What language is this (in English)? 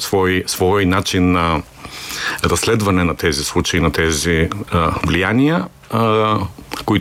Bulgarian